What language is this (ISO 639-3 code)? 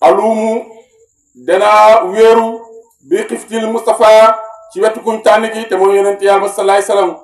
wol